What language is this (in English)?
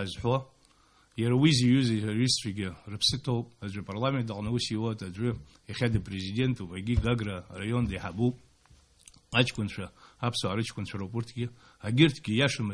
Abkhazian